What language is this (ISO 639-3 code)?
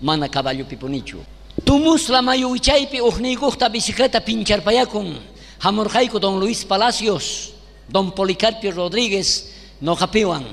quh